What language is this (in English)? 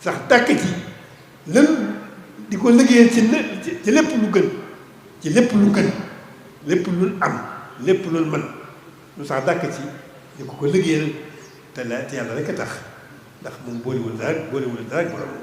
Wolof